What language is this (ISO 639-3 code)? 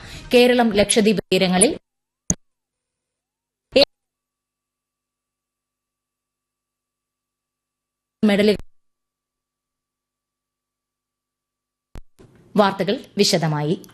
mal